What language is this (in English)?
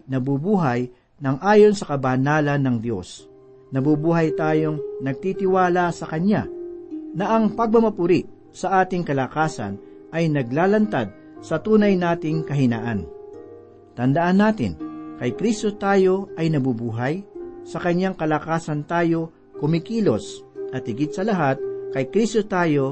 Filipino